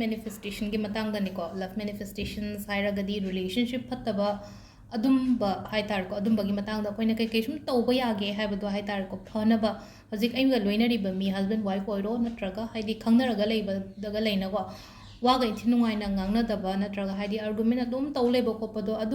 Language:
Manipuri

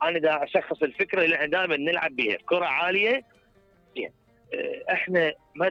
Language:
Mesopotamian Arabic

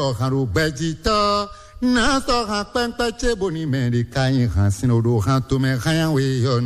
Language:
Fon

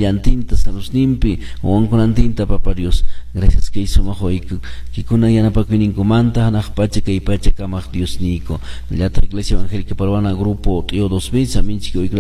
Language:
Quechua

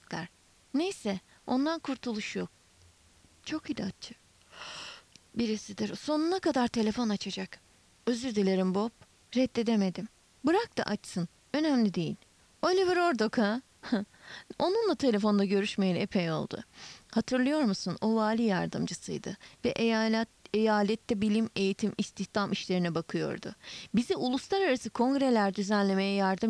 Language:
Turkish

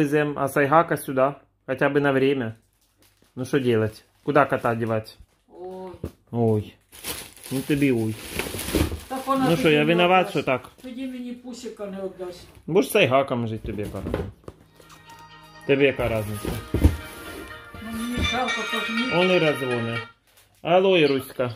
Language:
Ukrainian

